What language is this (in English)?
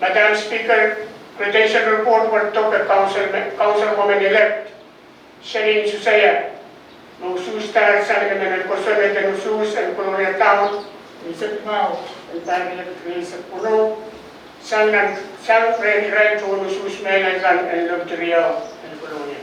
Pohnpeian